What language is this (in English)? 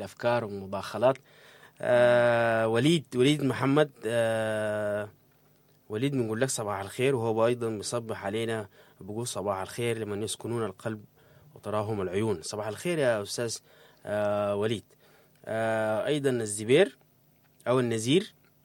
Sudanese Arabic